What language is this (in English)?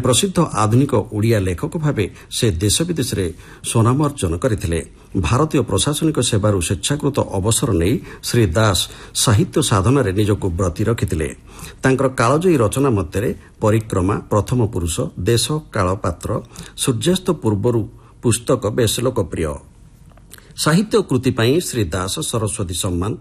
Odia